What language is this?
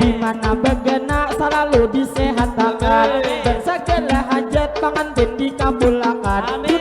Banjar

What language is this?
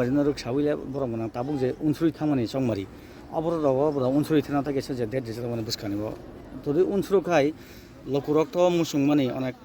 Kok Borok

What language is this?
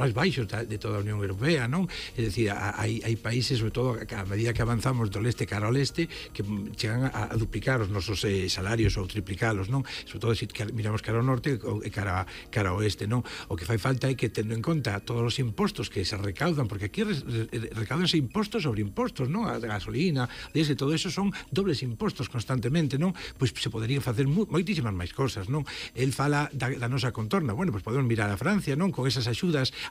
Galician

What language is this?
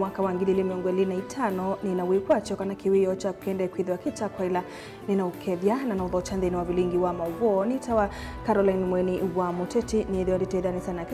Kamba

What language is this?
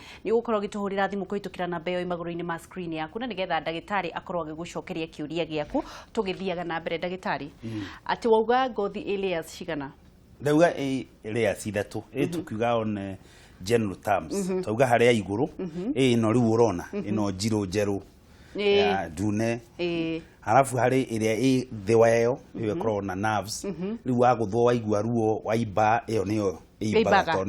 Kikuyu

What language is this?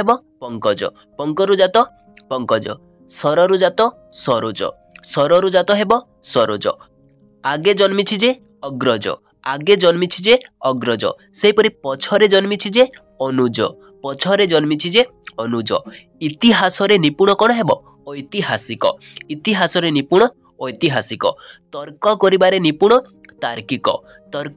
Odia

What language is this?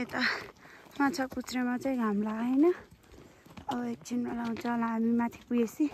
Nepali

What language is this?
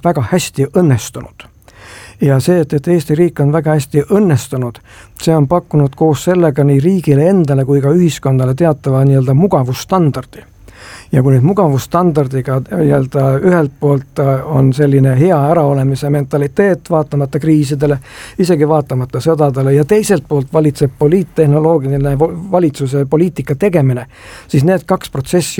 Estonian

